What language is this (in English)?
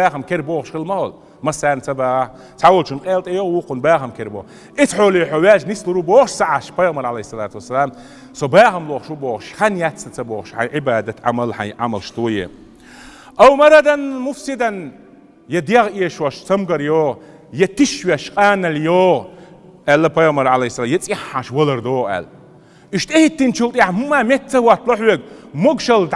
Chechen